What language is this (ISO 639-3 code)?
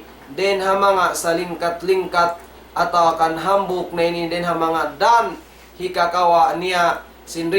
tsg